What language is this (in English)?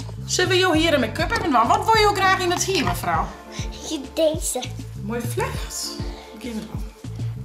Western Frisian